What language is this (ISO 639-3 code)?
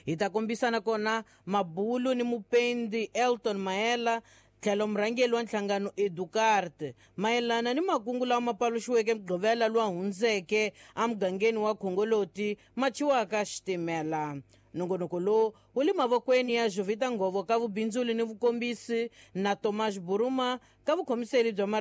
tso